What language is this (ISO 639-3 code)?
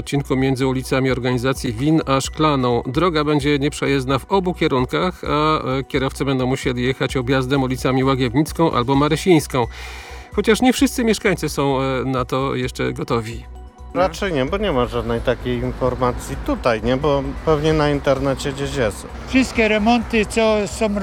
pol